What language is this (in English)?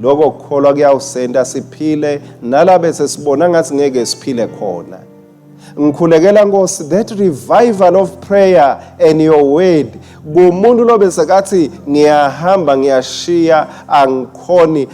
Swati